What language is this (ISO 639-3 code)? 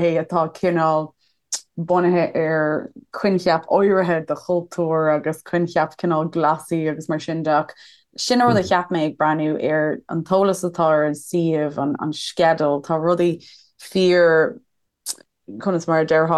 gle